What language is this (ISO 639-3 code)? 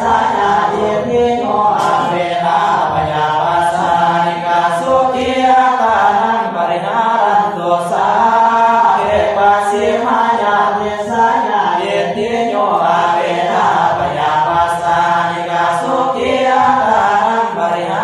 pli